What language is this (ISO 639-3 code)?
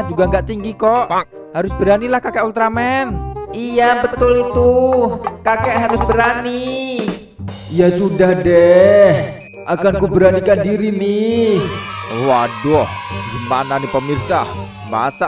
ind